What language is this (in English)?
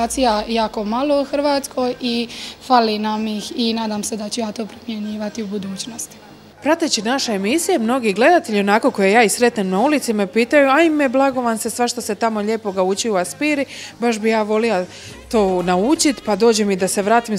Croatian